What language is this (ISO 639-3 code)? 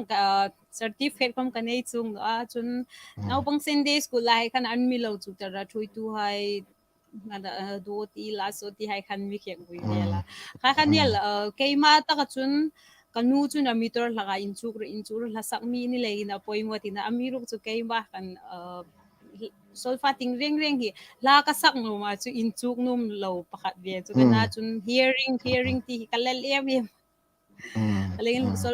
hmr